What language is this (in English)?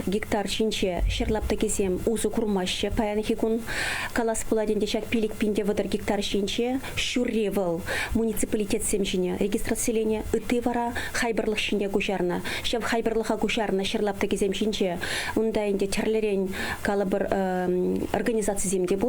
Chuvash